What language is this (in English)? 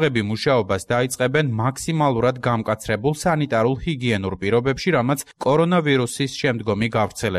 Georgian